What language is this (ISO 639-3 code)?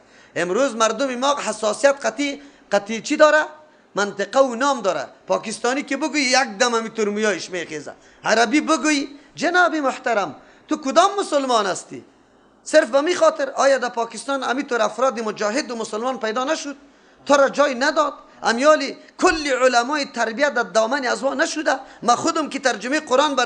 fas